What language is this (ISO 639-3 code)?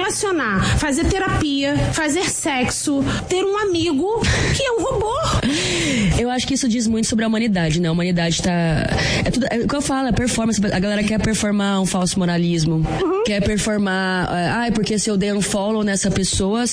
por